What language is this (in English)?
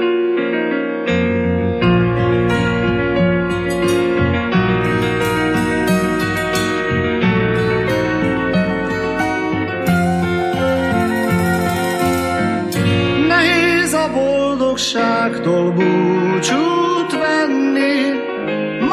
Hungarian